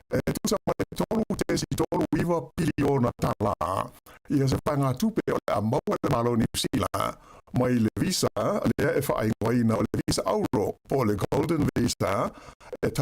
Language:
Samoan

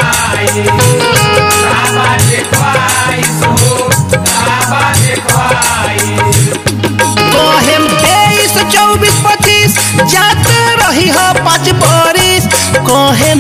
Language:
Bhojpuri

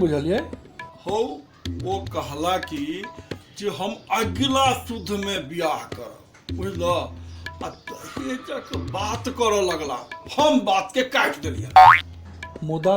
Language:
Maithili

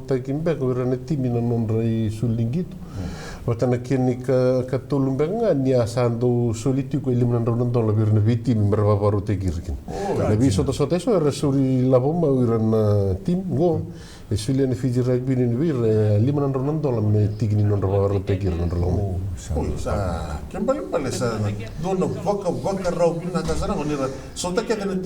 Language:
Fijian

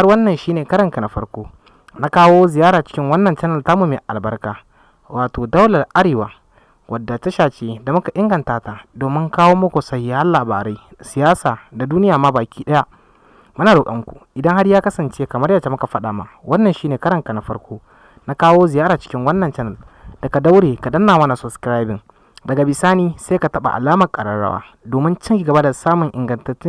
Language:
Hausa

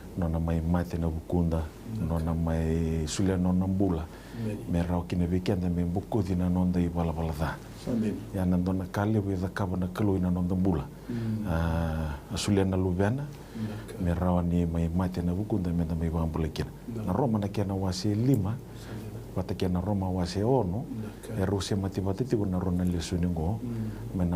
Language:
Fijian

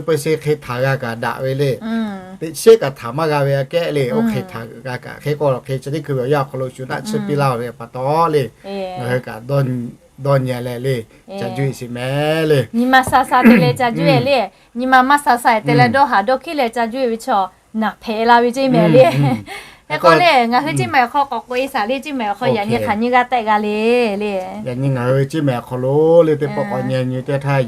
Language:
Lahu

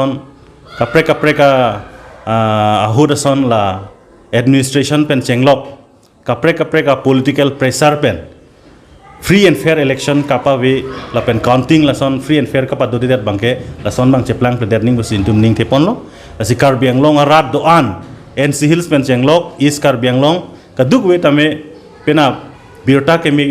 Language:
Karbi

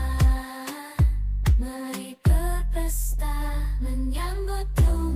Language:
Banjar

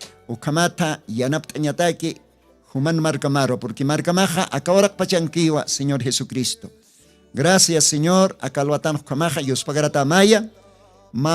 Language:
Aymara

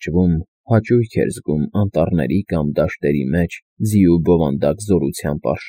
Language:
Armenian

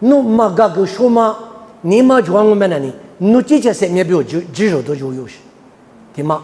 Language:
Lisu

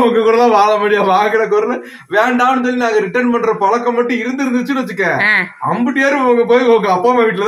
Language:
Tamil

